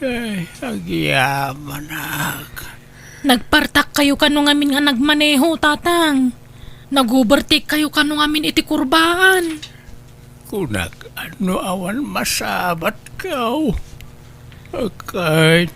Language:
Iloko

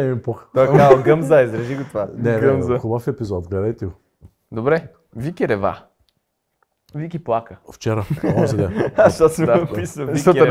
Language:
Bulgarian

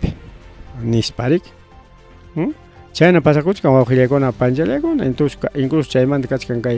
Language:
Ayacucho Quechua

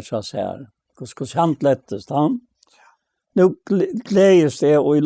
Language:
Faroese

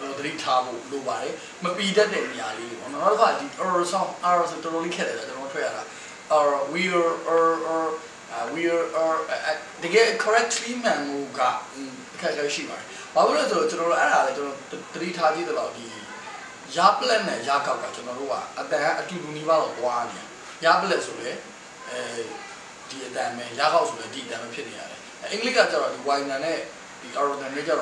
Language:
Burmese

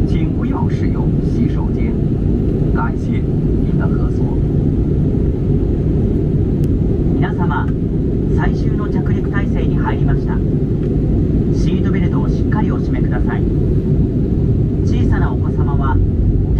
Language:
Japanese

